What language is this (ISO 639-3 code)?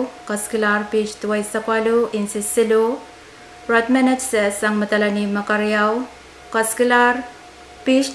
pon